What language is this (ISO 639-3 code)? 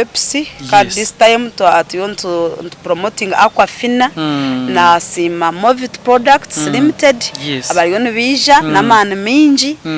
nyn